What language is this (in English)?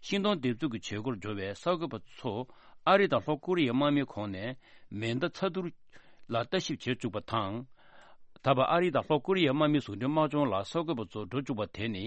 Tibetan